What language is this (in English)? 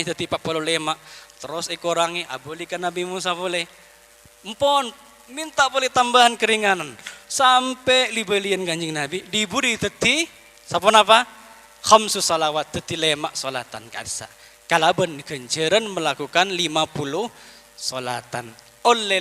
Madurese